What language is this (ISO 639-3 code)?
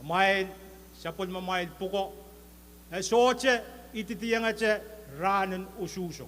pon